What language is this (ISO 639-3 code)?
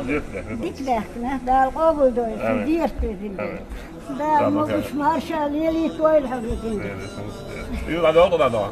che